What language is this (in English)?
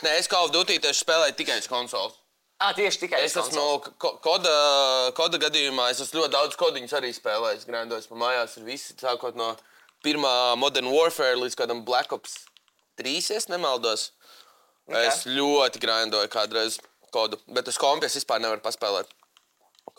Latvian